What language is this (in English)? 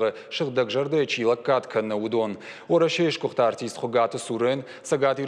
Ossetic